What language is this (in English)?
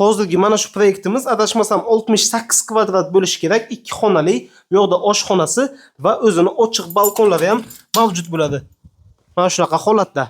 Uzbek